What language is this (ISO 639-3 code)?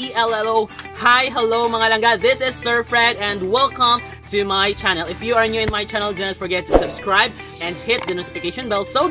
hil